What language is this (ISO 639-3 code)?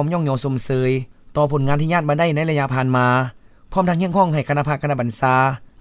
lao